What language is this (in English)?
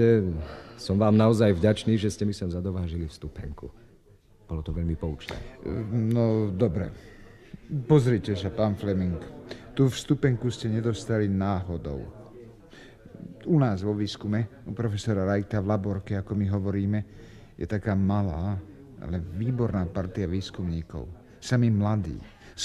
Slovak